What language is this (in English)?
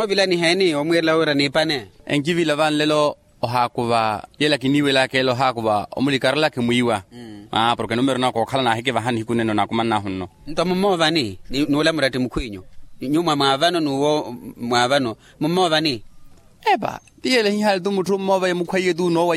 Makhuwa